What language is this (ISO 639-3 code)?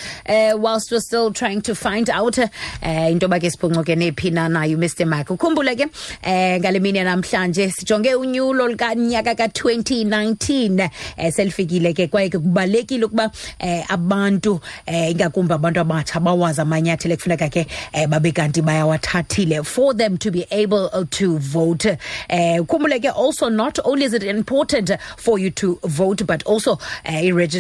xho